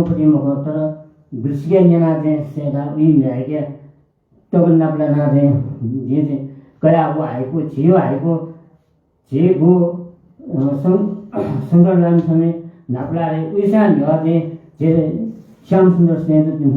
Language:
Newari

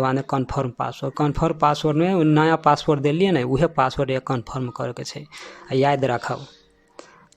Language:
Maithili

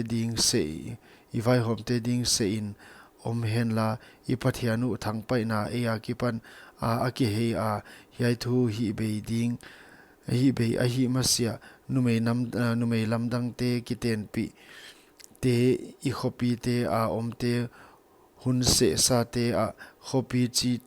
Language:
Paite Chin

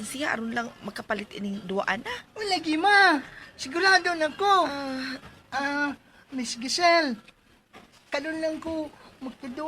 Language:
Cebuano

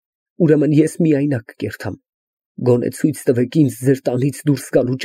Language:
Armenian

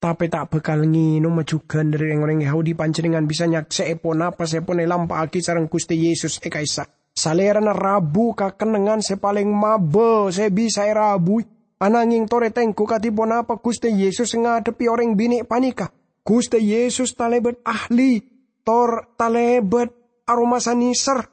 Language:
Madurese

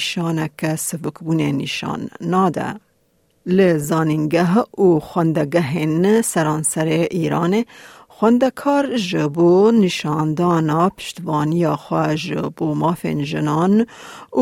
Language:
Kurdish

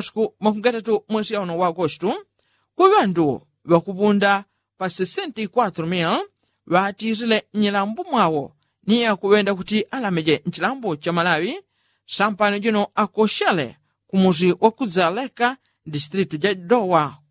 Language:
Yao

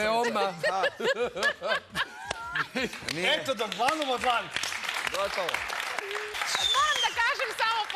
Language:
Serbian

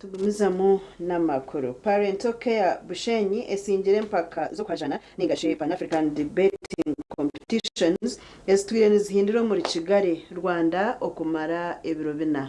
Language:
Nyankole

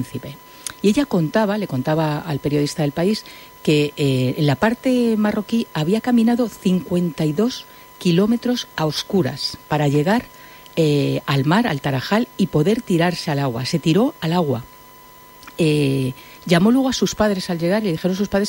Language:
Spanish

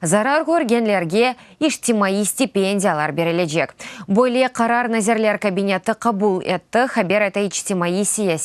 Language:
Crimean Tatar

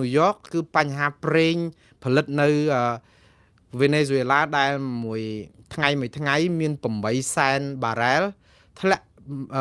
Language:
Khmer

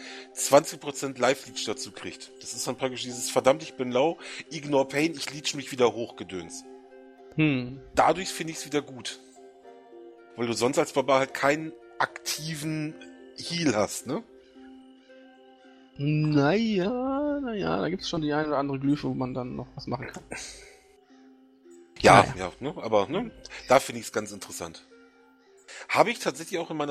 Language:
German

